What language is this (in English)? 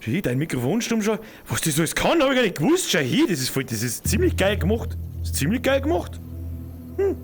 Bavarian